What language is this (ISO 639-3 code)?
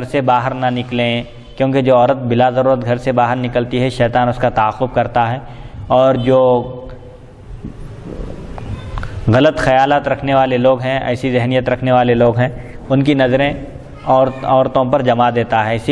urd